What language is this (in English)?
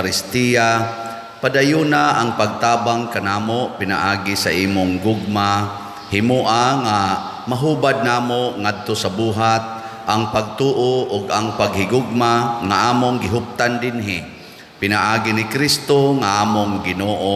Cebuano